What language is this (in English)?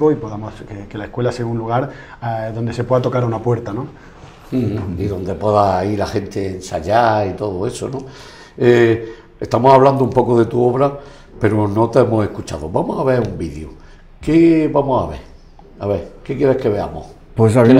Spanish